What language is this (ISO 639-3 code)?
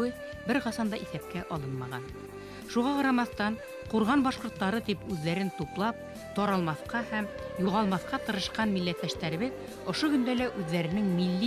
bak